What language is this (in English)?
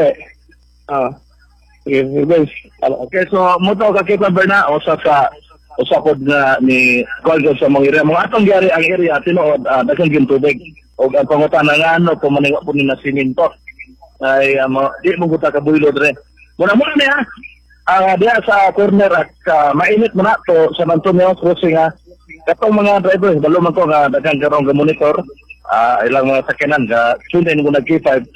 Cebuano